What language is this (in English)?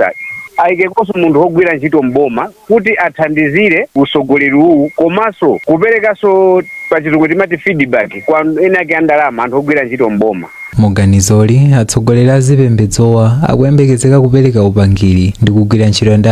Nyanja